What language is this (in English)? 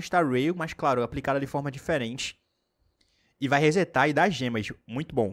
Portuguese